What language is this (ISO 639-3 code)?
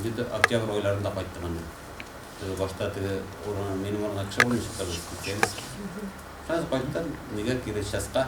tat